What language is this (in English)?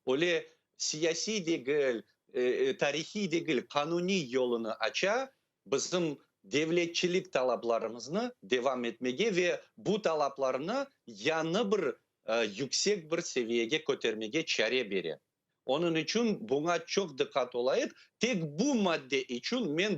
Crimean Tatar